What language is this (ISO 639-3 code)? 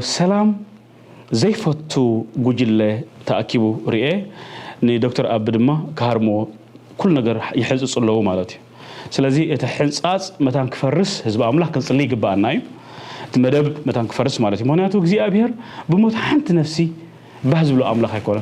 tir